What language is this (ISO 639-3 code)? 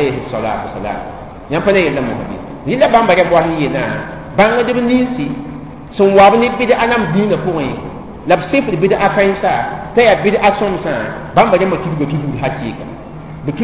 mos